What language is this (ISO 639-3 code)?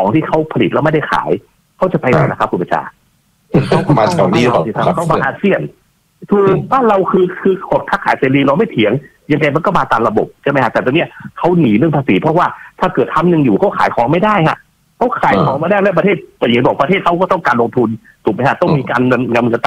tha